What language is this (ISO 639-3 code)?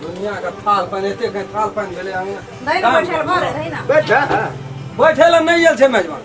mai